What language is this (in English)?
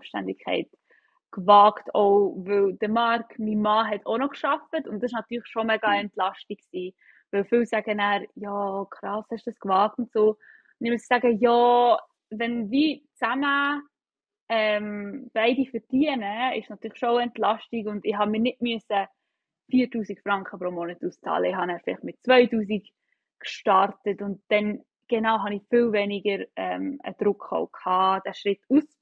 Swiss German